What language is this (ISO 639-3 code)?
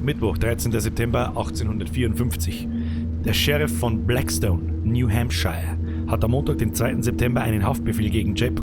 bar